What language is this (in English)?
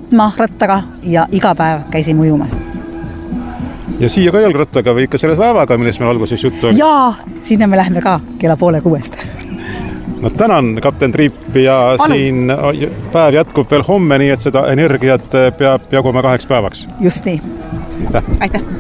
Estonian